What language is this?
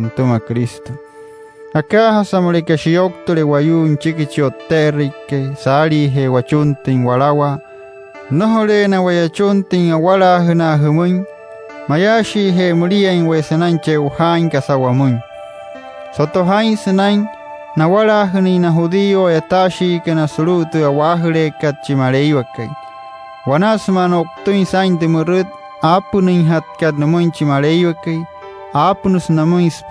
Wayuu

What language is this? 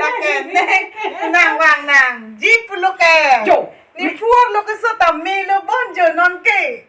Karbi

